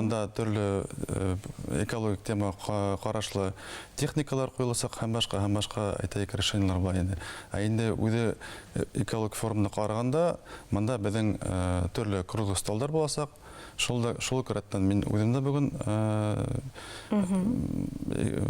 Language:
Bashkir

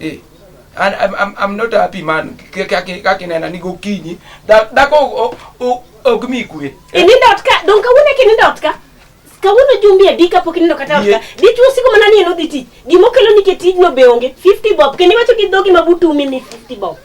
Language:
Luo (Kenya and Tanzania)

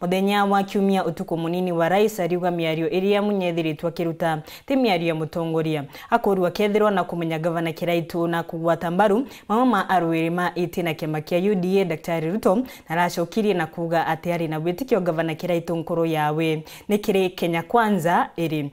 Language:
Meru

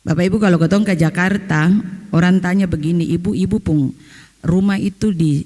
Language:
Ambonese Malay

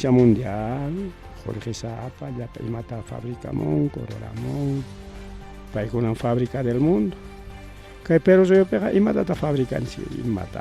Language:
Ayacucho Quechua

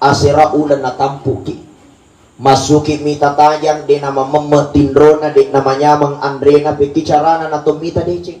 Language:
Buginese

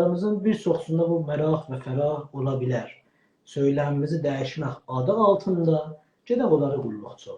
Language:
South Azerbaijani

